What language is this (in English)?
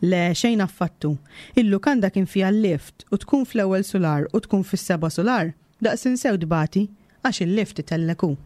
Maltese